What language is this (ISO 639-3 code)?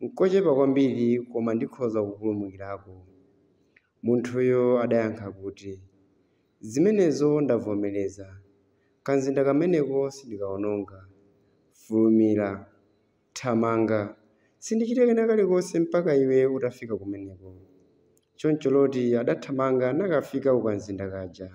nya